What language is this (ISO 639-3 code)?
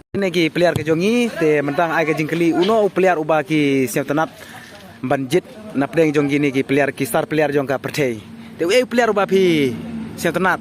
kha